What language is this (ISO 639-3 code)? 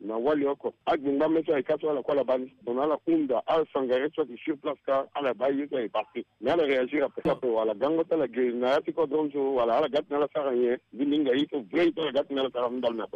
sag